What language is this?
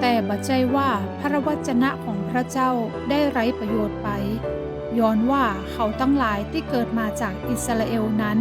Northern Thai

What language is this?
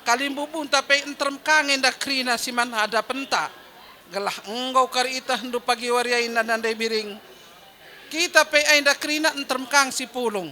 Batak Karo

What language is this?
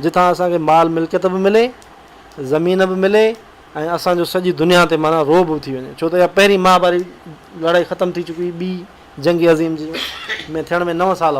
Sindhi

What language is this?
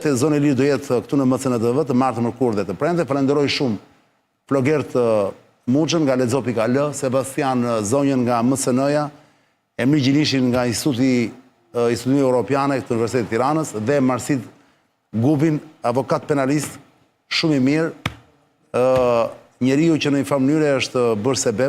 Albanian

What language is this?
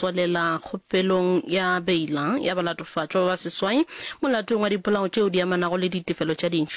Northern Sotho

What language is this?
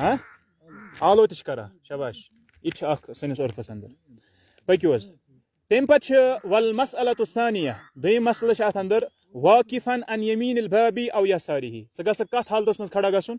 Kashmiri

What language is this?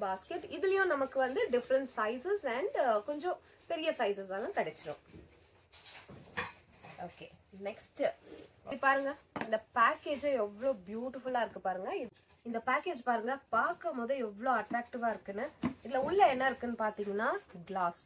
Tamil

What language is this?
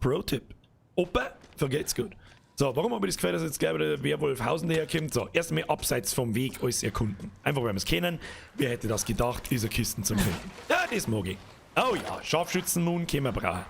Bavarian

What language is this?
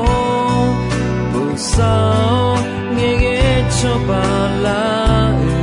Akha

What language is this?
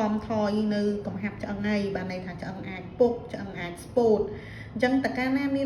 Khmer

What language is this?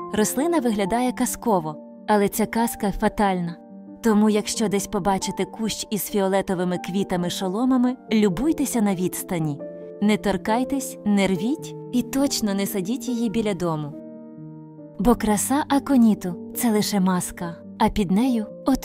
Ukrainian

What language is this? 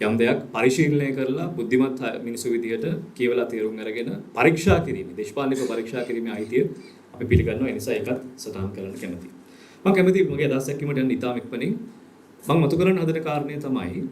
Sinhala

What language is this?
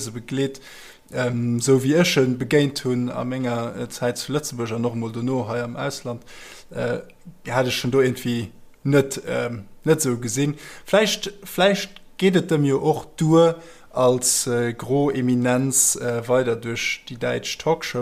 Luxembourgish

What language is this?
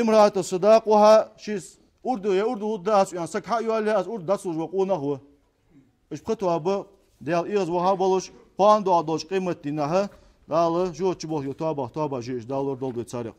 Ingush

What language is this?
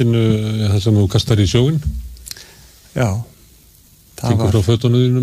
Icelandic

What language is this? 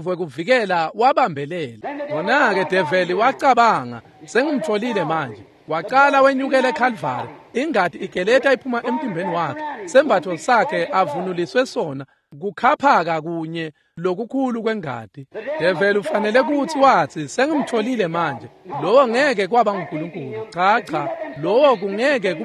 Swati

